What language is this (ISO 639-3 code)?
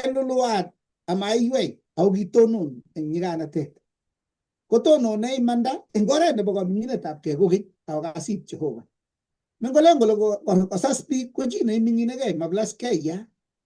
kln